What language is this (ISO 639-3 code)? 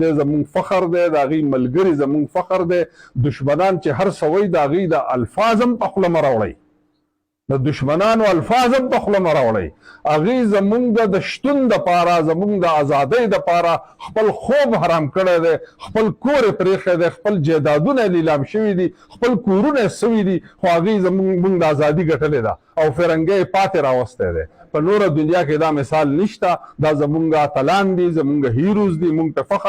pus